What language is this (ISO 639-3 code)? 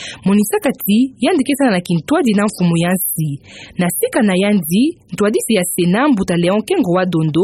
ktu